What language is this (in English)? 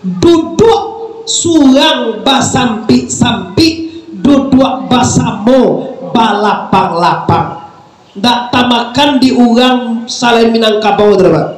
Minangkabau